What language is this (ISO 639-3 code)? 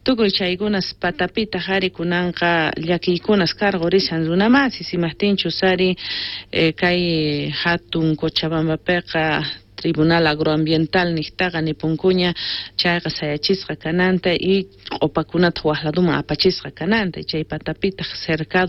quh